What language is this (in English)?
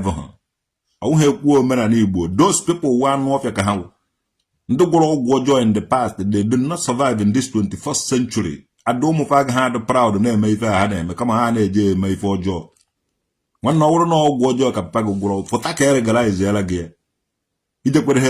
Igbo